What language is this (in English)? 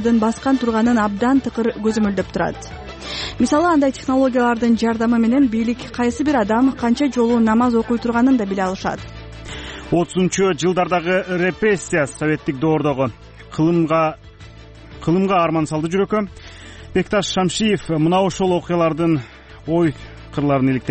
Kyrgyz